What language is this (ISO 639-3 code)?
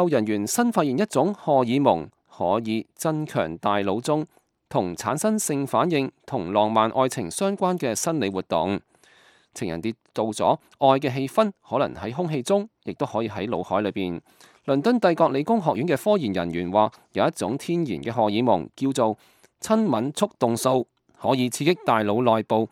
yue